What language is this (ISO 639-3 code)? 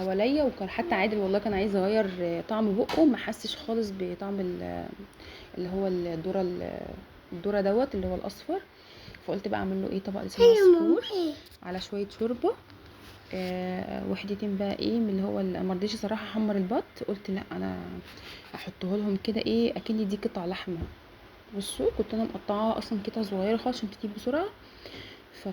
arz